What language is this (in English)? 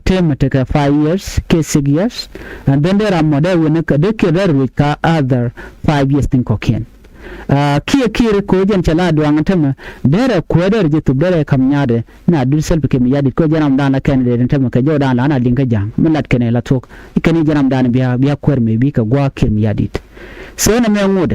Nuer